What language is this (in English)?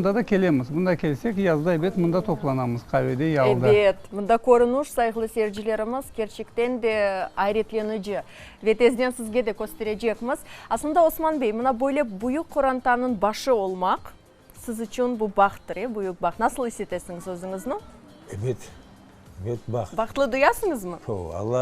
Crimean Tatar